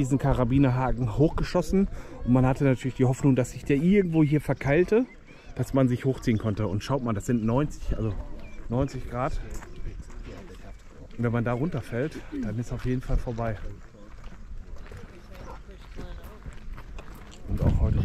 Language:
German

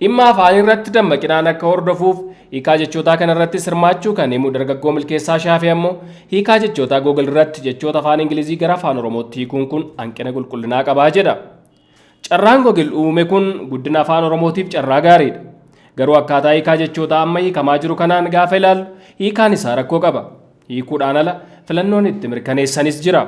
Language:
Oromo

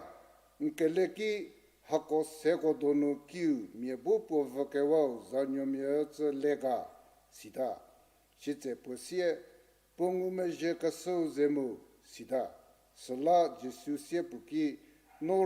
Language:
Angami Naga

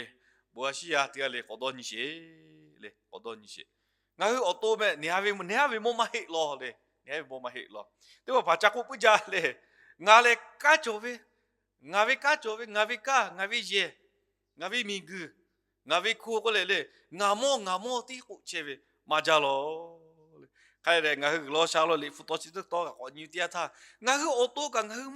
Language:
Lahu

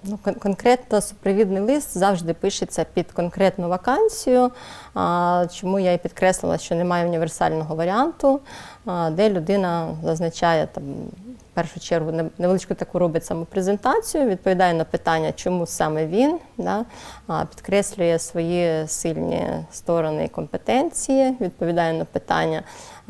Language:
Ukrainian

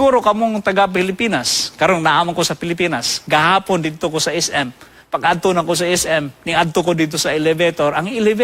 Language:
Cebuano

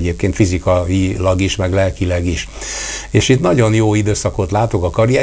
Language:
Hungarian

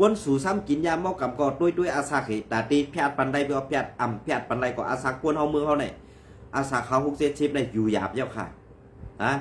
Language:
Shan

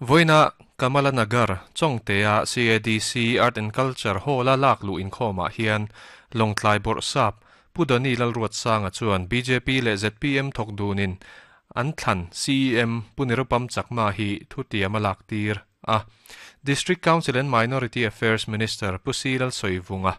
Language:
Mizo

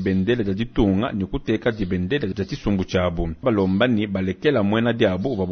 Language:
Luba-Lulua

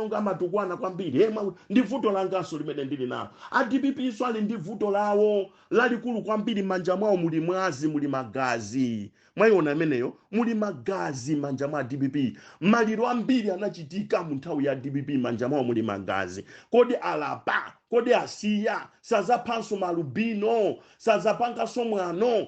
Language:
Nyanja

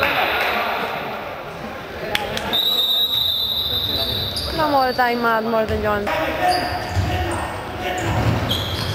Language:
Greek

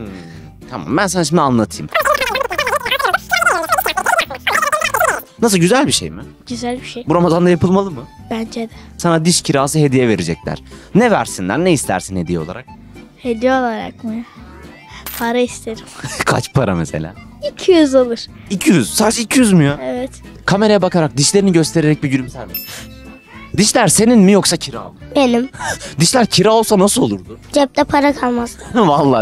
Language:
Turkish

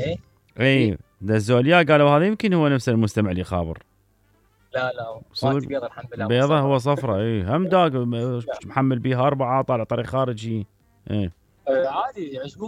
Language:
Mesopotamian Arabic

